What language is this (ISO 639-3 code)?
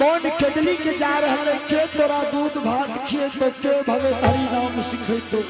anp